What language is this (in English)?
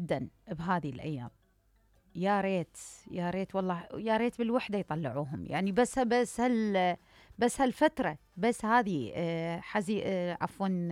Mesopotamian Arabic